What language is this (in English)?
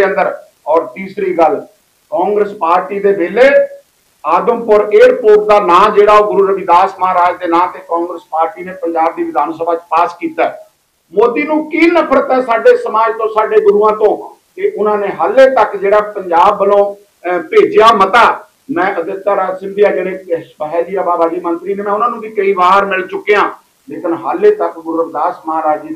Punjabi